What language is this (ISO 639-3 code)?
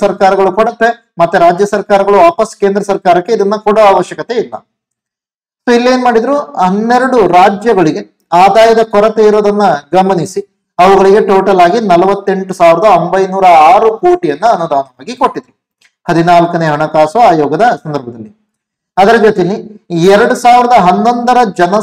kan